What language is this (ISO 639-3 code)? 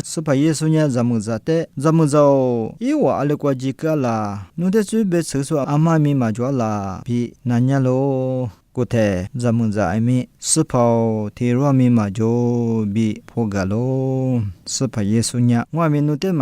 lis